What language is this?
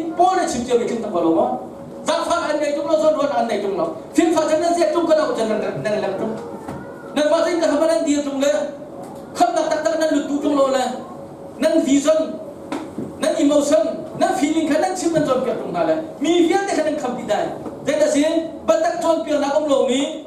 Hakha Chin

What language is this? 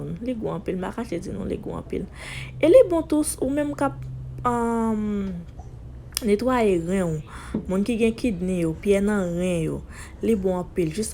Haitian Creole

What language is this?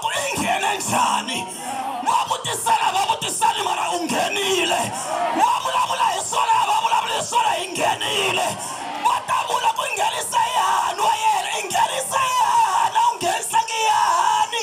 Tsonga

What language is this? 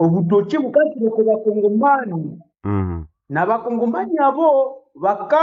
Nande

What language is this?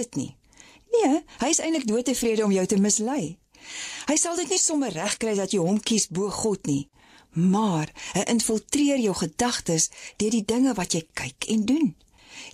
Afrikaans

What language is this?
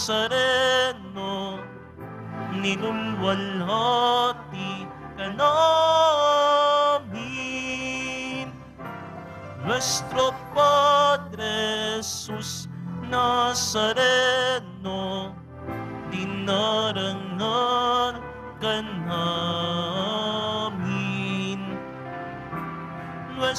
Filipino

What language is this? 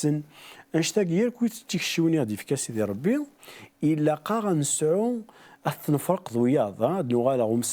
Kabyle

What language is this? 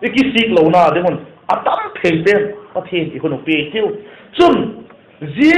Vaiphei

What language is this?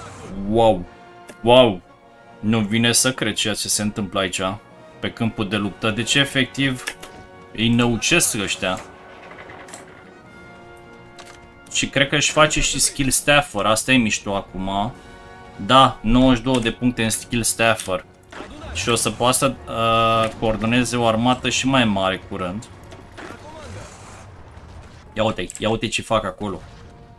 Romanian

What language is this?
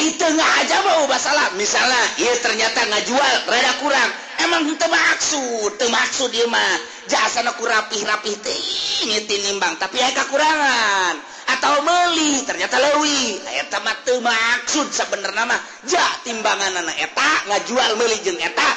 Sundanese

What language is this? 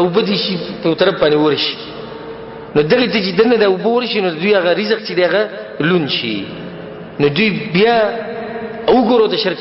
Pashto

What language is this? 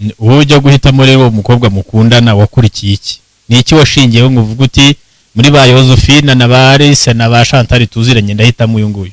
Kinyarwanda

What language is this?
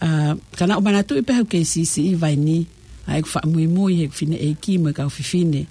Tongan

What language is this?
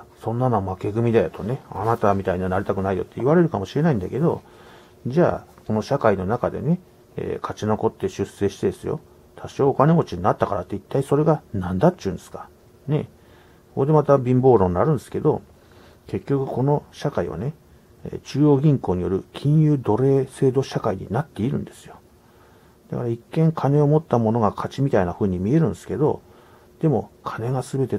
Japanese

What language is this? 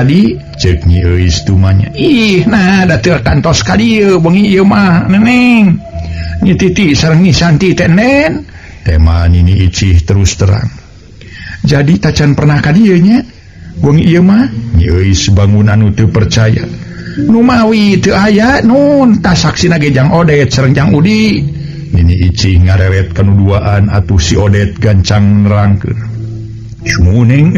Sundanese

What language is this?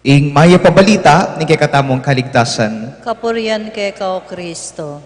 Pampanga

